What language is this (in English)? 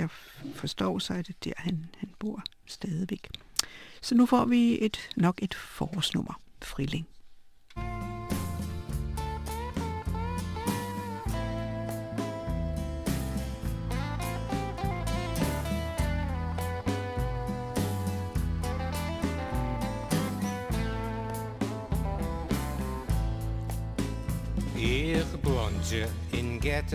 Danish